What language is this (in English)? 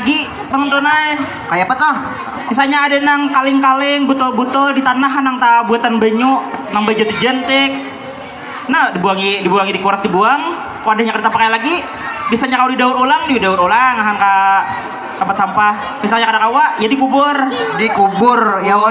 Banjar